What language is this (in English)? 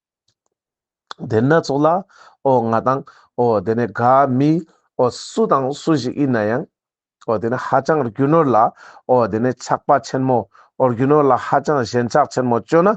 Ladakhi